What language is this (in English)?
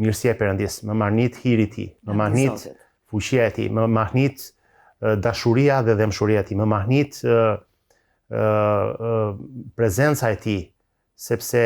Albanian